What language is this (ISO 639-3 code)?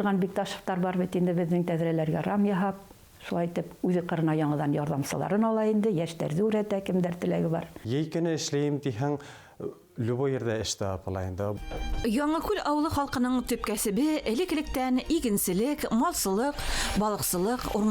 bak